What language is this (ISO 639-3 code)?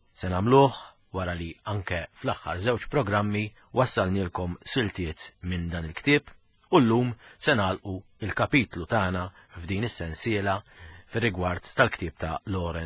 mlt